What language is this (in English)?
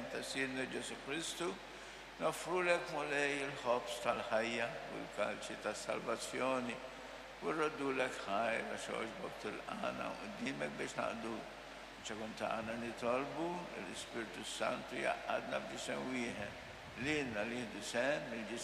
Maltese